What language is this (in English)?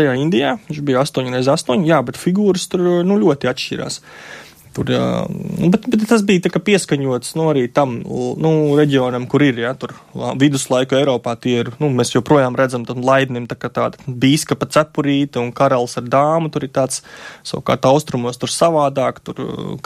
Latvian